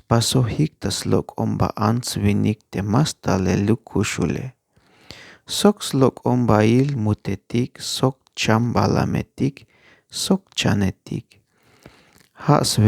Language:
Tzeltal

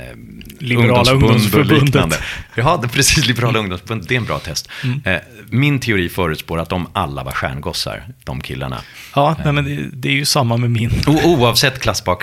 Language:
Swedish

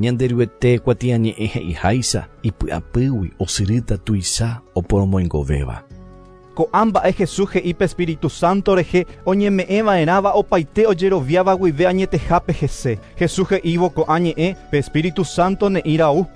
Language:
Guarani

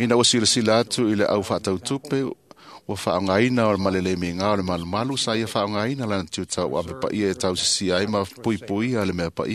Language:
Samoan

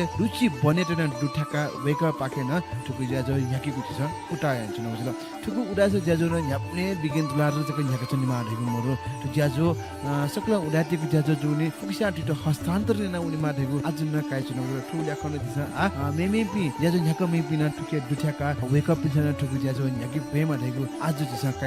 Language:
Newari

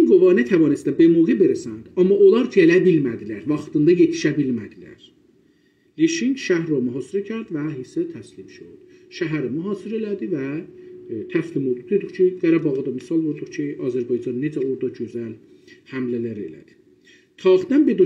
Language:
South Azerbaijani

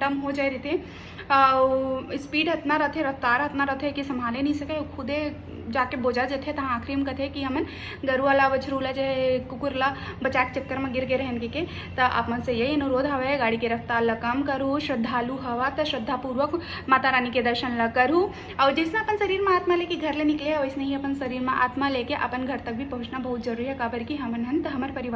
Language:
Chhattisgarhi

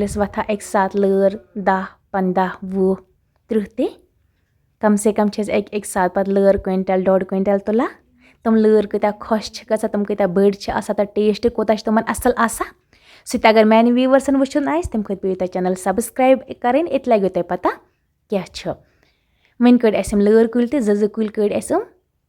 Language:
Kashmiri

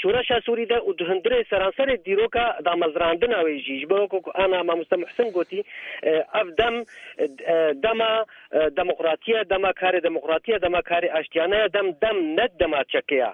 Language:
Kurdish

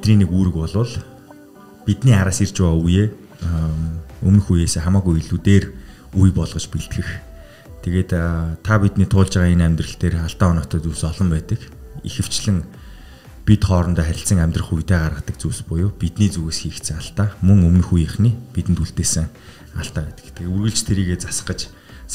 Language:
Mongolian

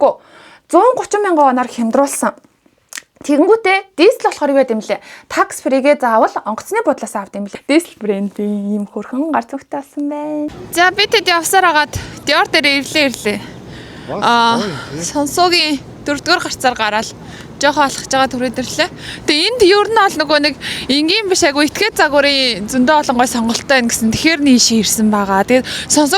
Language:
Mongolian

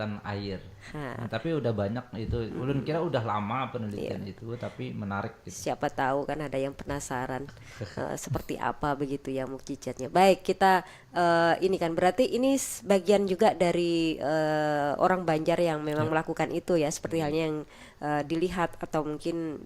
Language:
Banjar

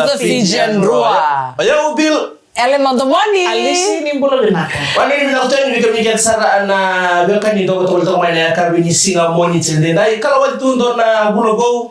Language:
Fijian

